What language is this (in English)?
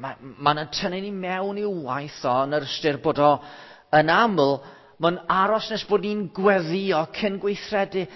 Welsh